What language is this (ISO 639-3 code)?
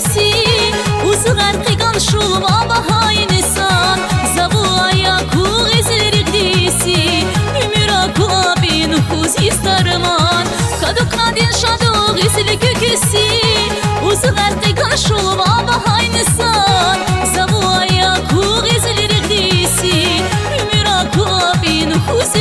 tab